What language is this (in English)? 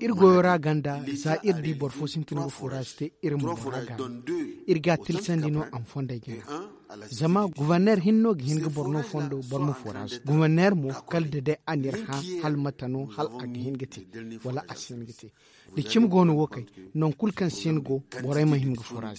Zarma